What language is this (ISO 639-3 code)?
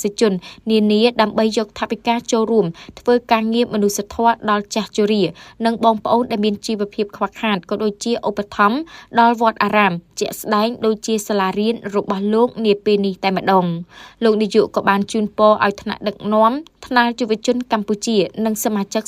khm